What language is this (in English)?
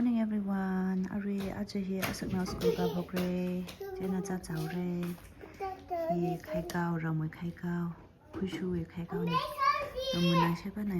Tangkhul Naga (India)